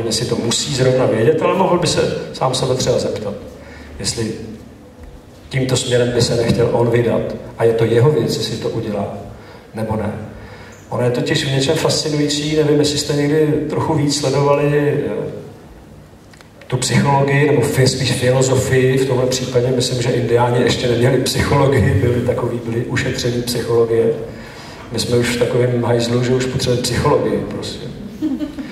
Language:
Czech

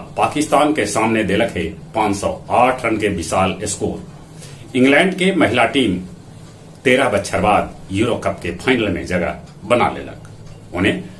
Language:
Magahi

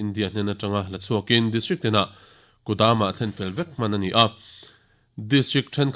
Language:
Mizo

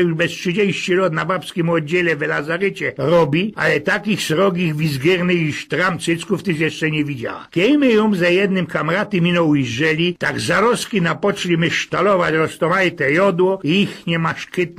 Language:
Silesian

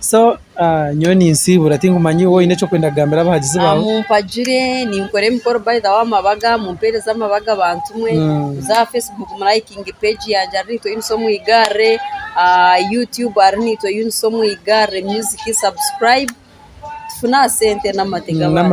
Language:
Nyankole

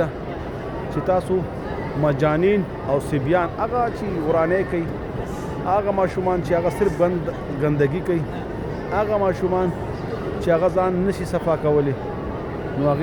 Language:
Pashto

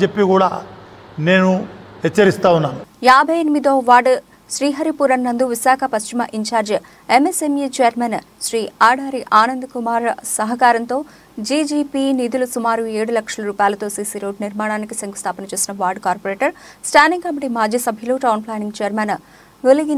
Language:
Telugu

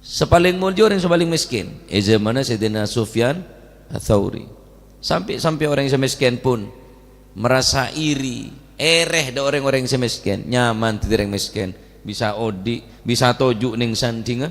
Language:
Madurese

